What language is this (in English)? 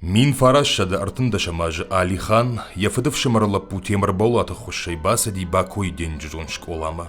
Ossetic